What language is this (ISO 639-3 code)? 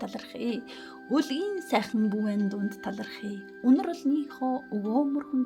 mon